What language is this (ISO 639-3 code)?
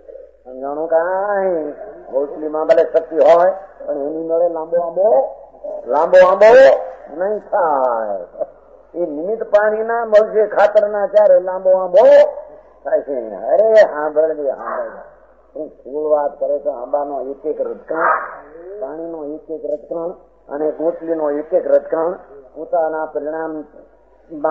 guj